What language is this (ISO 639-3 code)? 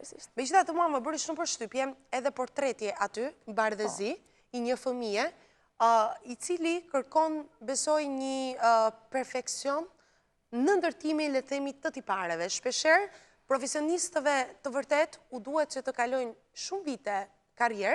sqi